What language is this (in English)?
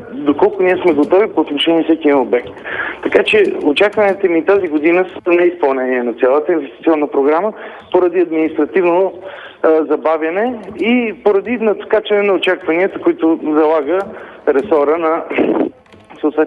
Bulgarian